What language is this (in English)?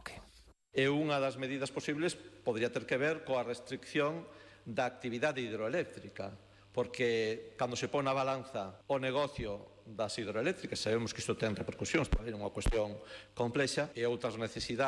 Galician